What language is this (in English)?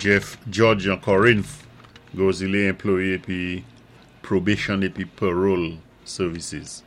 Saint Lucian Creole French